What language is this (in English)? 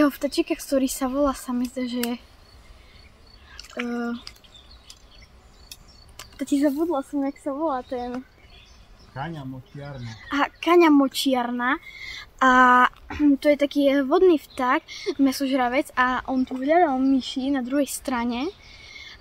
Slovak